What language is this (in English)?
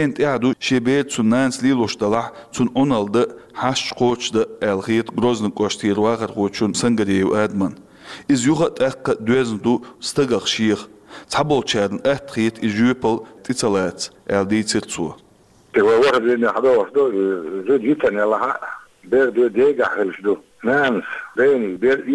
Chechen